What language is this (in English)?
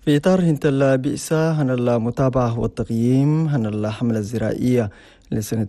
Chadian Arabic